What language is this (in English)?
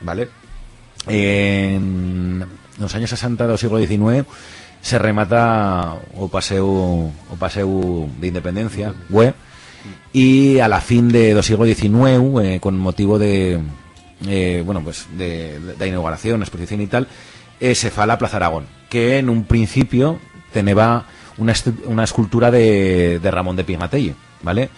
Aragonese